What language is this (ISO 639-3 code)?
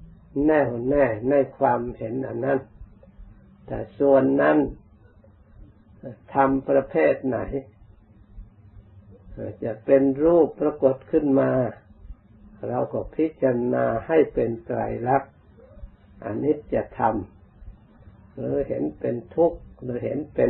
tha